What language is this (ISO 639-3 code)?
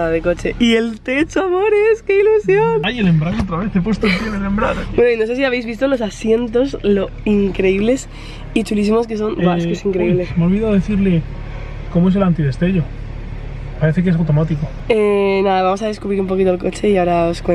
spa